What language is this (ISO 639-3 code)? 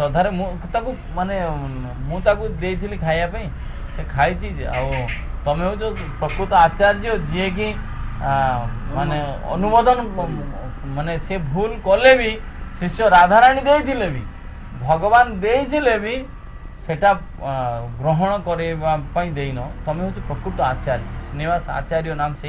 ori